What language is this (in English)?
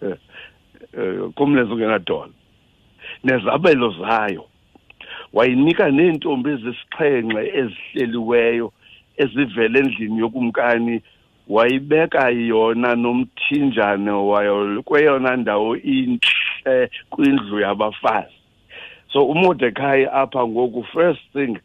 Xhosa